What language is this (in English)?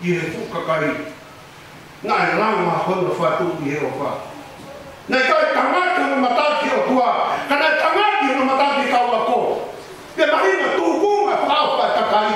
Tongan